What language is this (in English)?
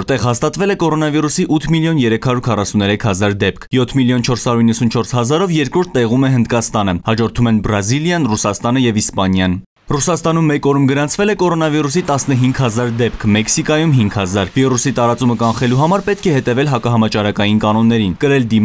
Armenian